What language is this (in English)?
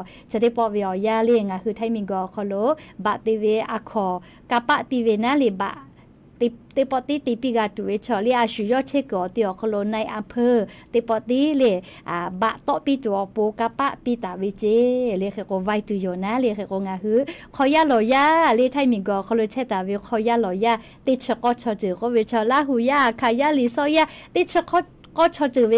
Lahu